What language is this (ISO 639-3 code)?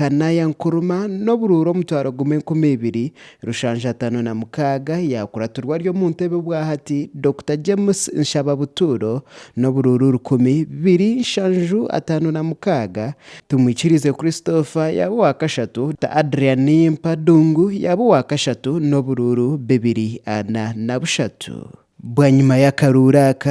nyn